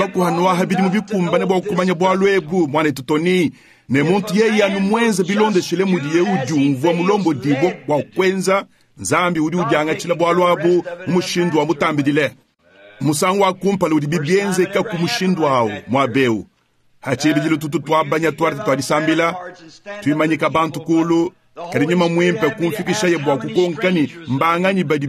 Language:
Luba-Lulua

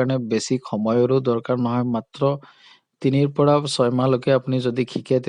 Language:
Assamese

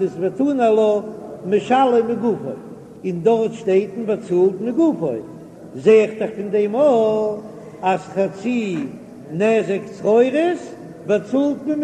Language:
Yiddish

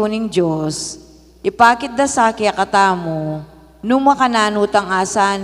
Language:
Pampanga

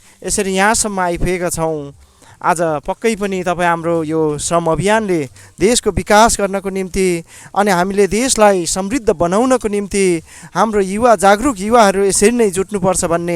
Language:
Nepali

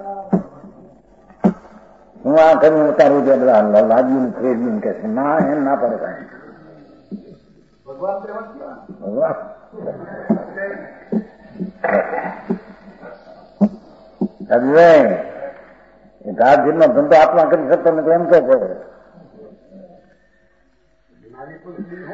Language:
Gujarati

